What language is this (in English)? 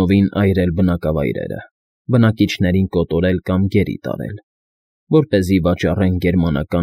Armenian